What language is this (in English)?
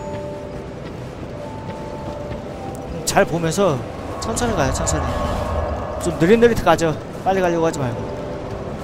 Korean